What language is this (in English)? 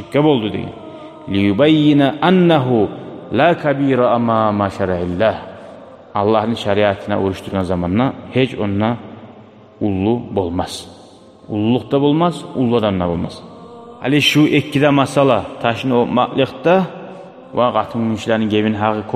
Kumyk